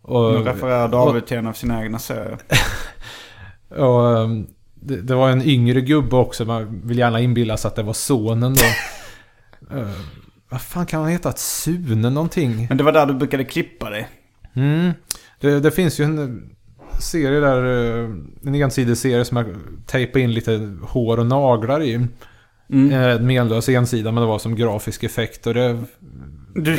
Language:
Swedish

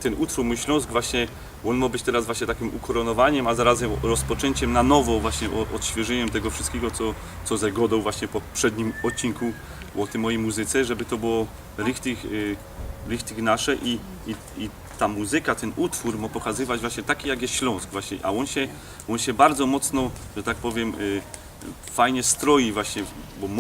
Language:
Silesian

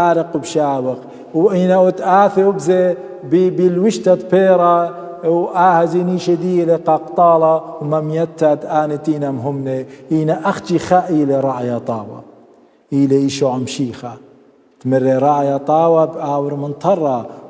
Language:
Assyrian Neo-Aramaic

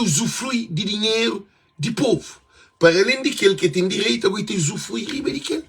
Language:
Kabuverdianu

